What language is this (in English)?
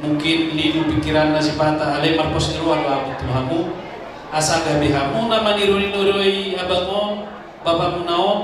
Batak Toba